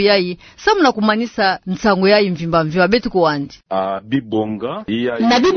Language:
Kituba (Democratic Republic of Congo)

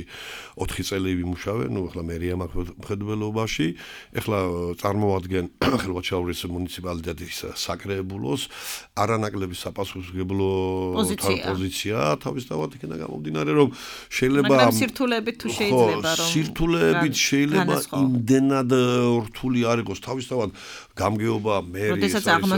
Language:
Georgian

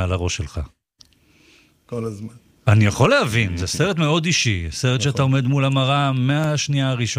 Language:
Hebrew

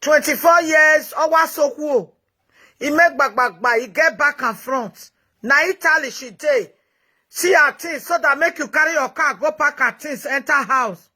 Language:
Nigerian Pidgin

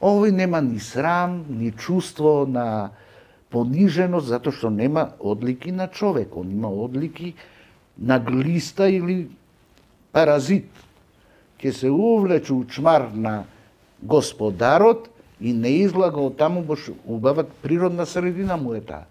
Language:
Macedonian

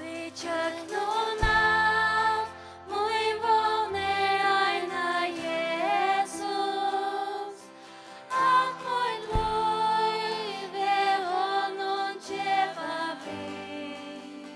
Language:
Faroese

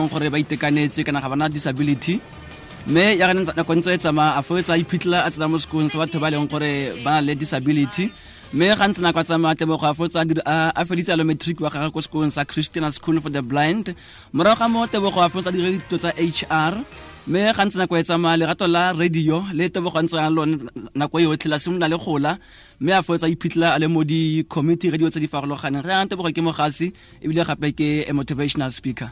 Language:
Tswana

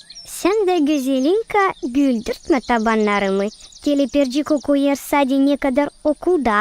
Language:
Gagauz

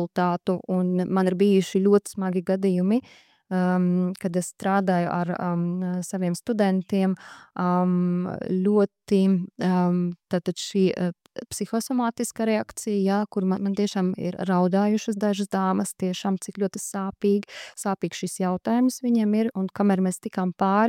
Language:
Latvian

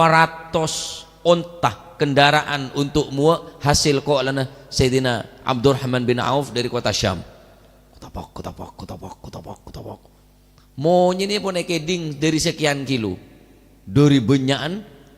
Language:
Madurese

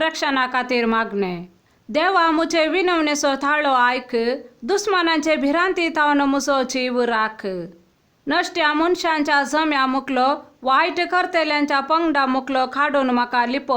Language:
Konkani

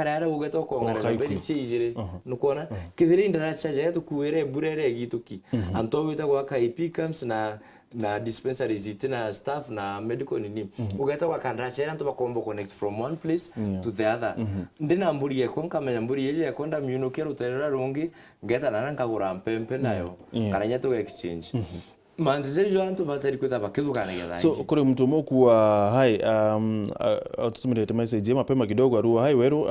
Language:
Meru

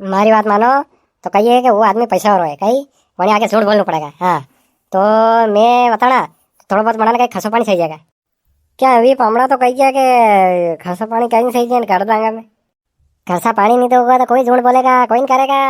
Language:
Rajasthani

